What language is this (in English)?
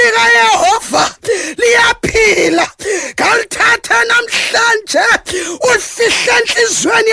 Xhosa